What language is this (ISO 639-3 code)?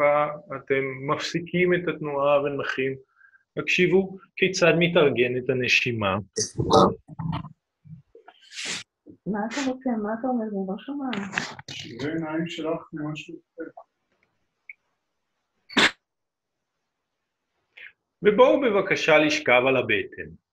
heb